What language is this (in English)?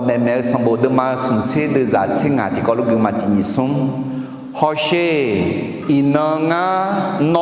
Akha